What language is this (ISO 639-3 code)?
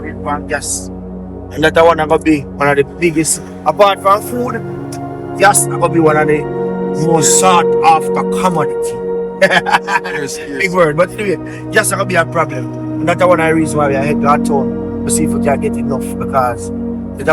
jam